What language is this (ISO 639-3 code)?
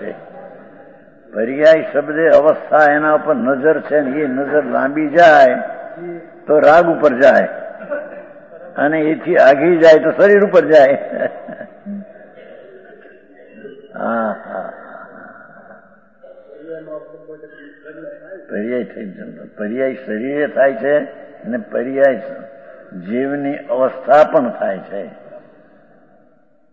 guj